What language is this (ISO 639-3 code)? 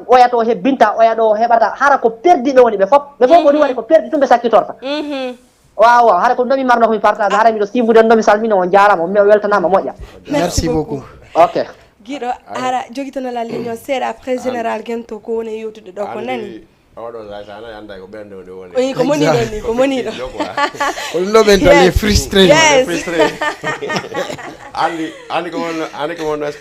ful